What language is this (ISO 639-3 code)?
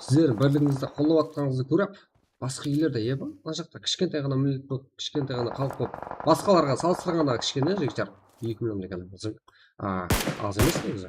kaa